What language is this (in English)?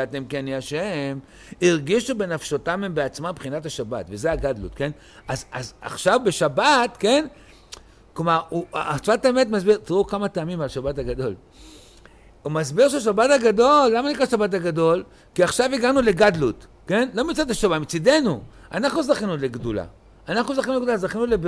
Hebrew